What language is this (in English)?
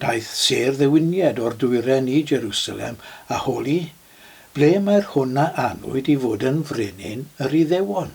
Welsh